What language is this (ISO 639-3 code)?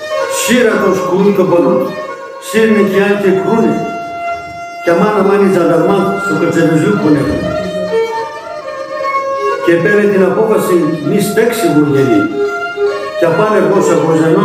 ell